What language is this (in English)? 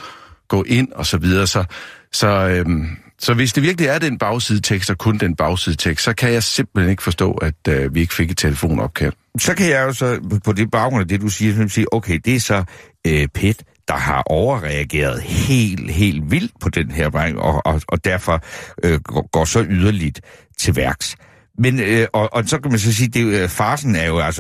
Danish